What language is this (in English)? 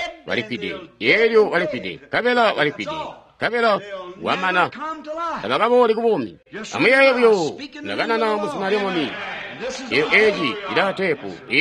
Tonga (Zambia)